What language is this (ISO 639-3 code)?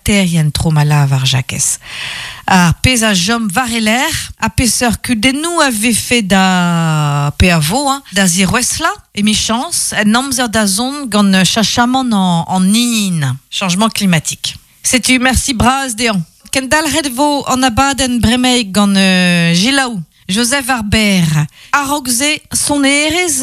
bre